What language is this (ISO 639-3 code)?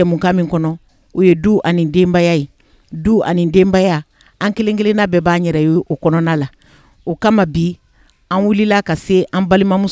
bam